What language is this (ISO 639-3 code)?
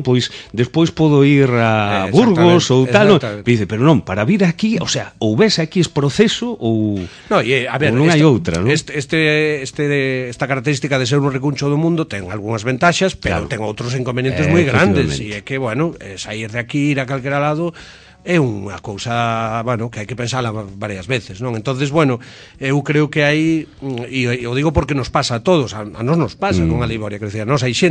glg